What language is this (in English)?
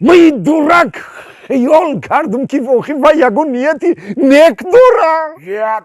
Tajik